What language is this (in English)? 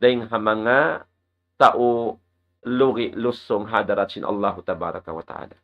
Tausug